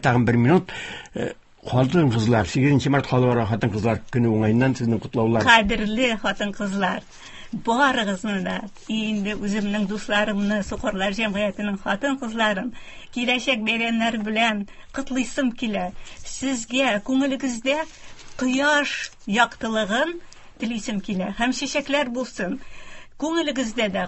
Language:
Tatar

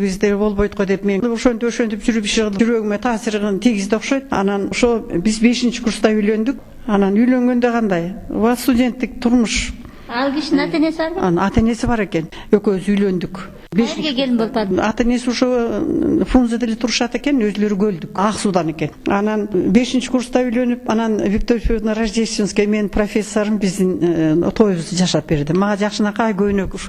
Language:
Kyrgyz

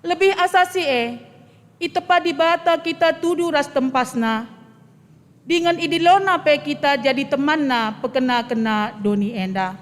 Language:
Batak Karo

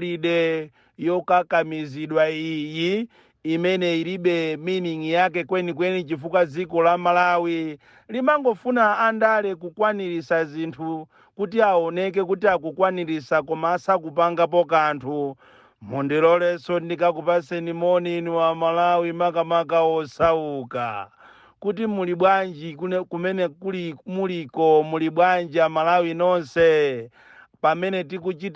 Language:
Nyanja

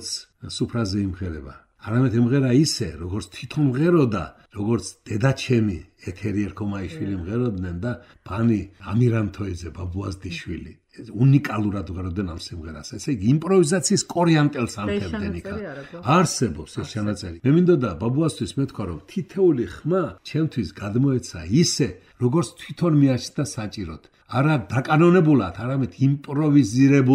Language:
Georgian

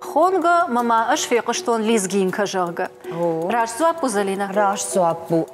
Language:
Ossetic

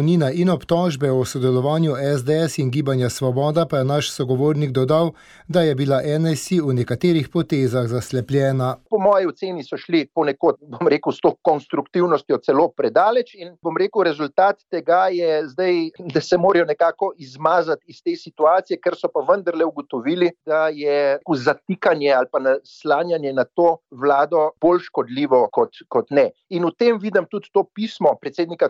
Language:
Slovenian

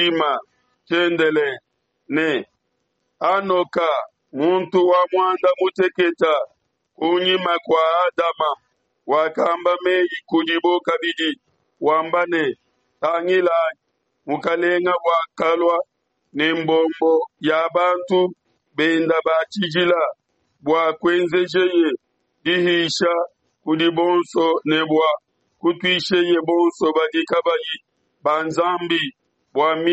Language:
Luba-Lulua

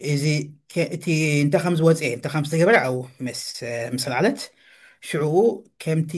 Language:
Tigrinya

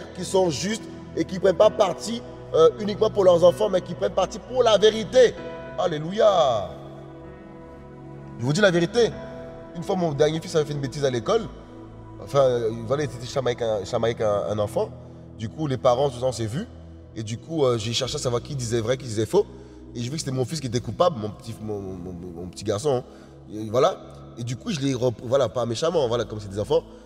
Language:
French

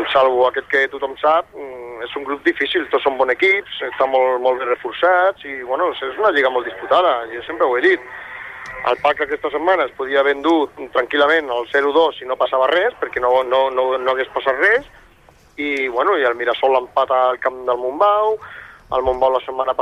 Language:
Catalan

